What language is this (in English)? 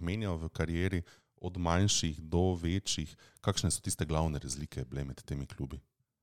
Slovenian